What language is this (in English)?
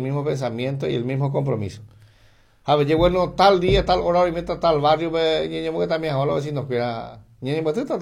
Guarani